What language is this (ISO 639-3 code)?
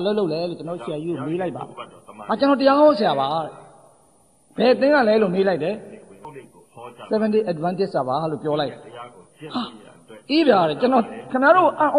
mya